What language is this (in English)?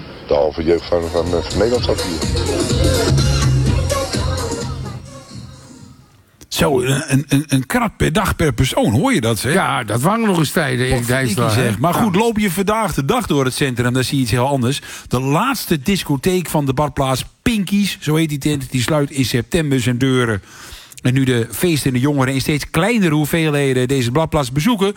Dutch